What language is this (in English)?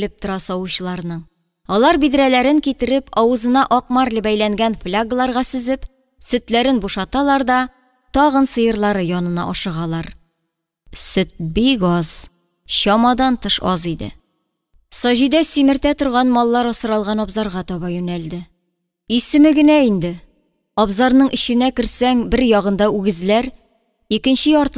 Tatar